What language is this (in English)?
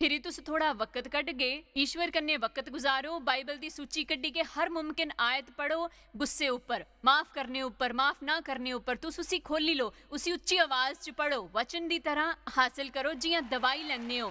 Dogri